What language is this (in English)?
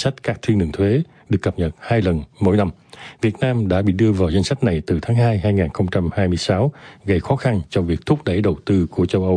Vietnamese